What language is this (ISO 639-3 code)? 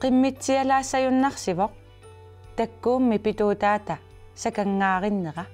kal